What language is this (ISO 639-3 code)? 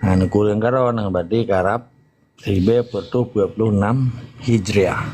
ace